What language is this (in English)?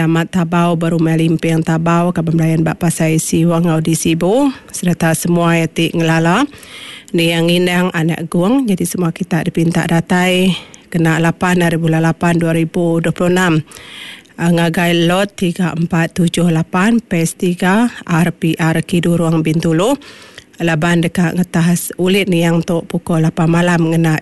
Iban